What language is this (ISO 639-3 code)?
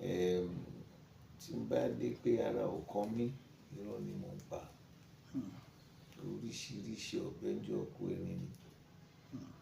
yor